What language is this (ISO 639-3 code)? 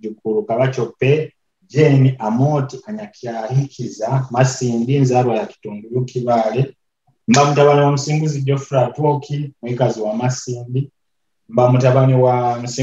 nyo